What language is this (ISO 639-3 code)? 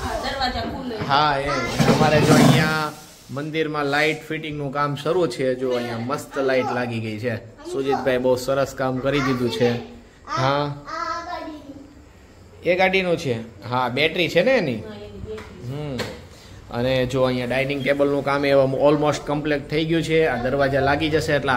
guj